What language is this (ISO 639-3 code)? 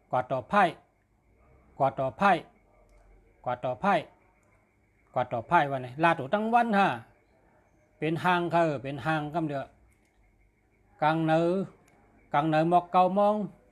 shn